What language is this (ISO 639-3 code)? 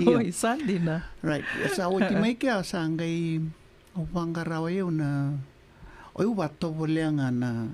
fij